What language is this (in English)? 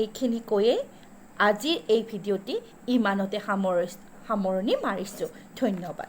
Assamese